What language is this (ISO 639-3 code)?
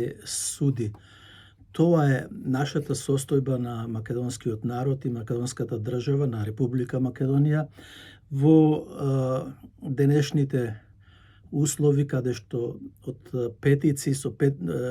mkd